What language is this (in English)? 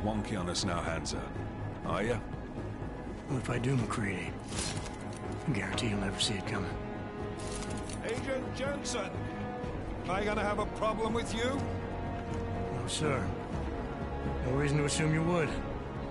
English